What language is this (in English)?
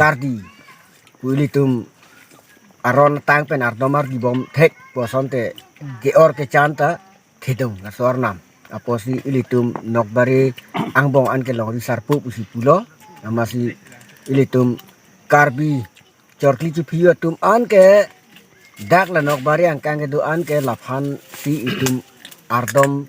Karbi